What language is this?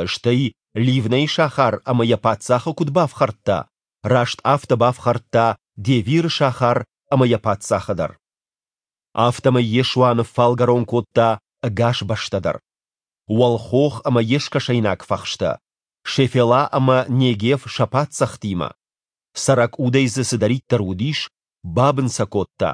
Ossetic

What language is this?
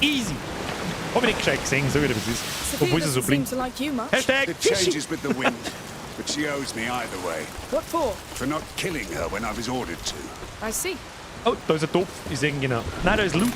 Bavarian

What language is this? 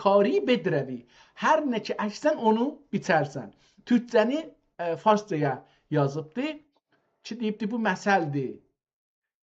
South Azerbaijani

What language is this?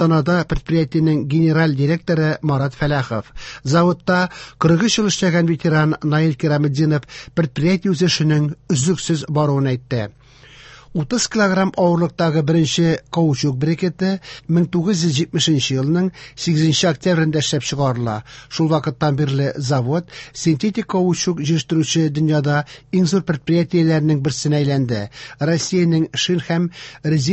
Tatar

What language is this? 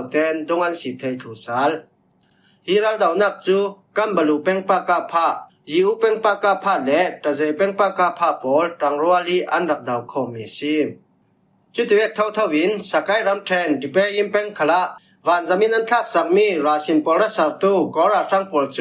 Falam Chin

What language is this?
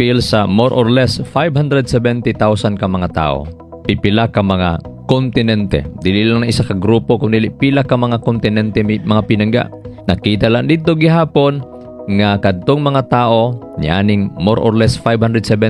Cebuano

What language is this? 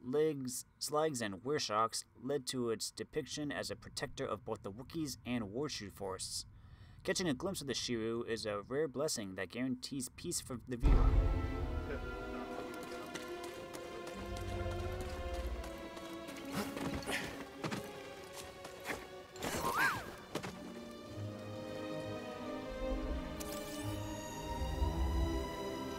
English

